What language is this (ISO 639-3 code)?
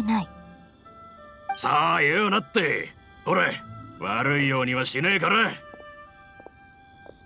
jpn